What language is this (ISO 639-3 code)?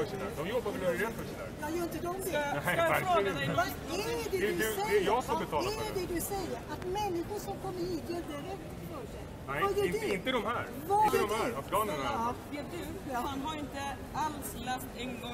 swe